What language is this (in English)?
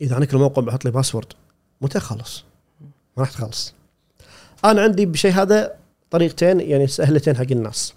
Gulf Arabic